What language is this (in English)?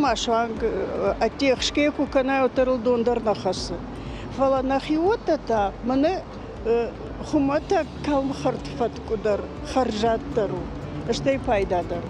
Ossetic